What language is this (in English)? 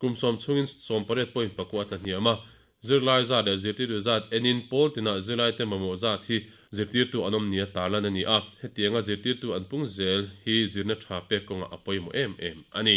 Mizo